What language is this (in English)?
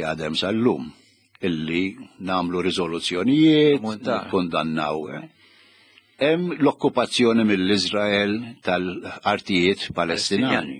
Maltese